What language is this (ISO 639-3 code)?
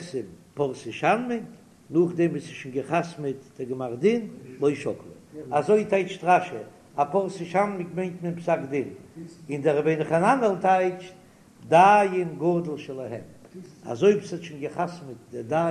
yid